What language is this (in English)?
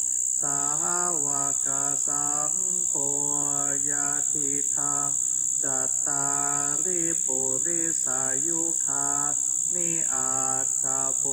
Pali